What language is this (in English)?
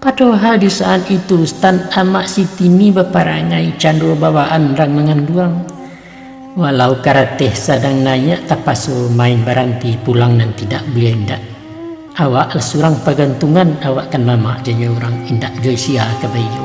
Minangkabau